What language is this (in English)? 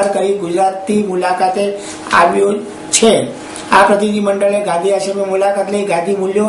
Gujarati